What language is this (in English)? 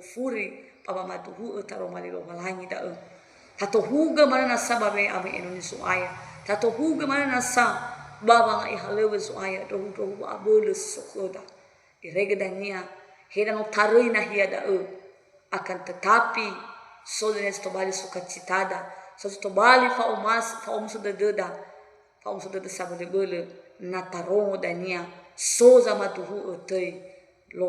Nias